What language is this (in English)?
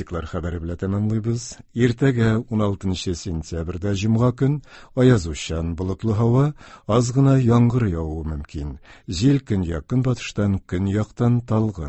Tatar